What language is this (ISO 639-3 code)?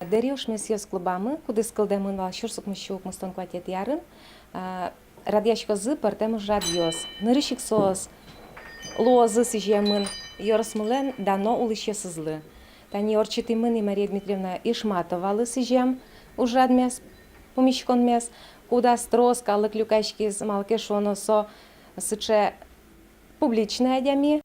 udm